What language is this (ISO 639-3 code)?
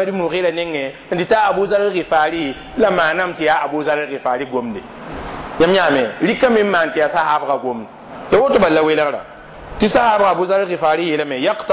mos